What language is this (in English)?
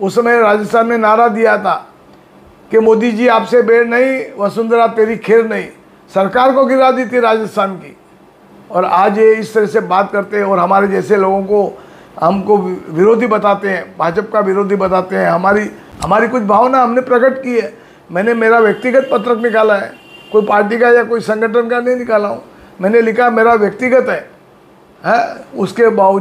Hindi